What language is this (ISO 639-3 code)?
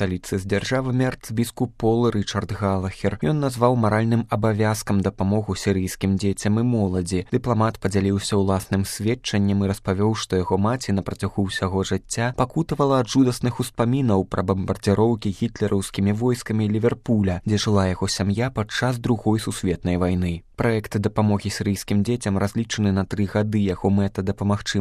bel